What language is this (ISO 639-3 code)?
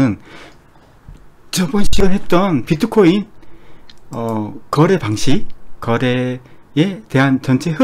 kor